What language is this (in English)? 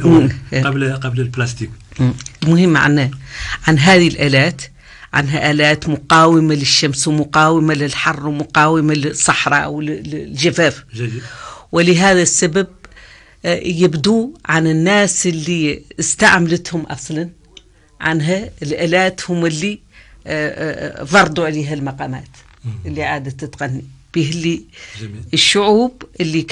North Levantine Arabic